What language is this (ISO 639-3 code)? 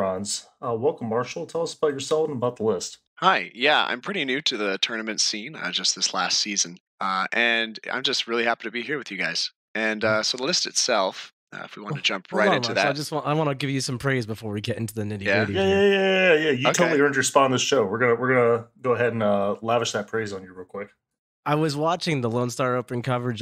eng